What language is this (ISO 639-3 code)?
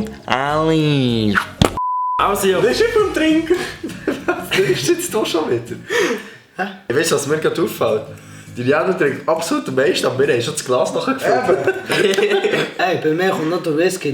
gsw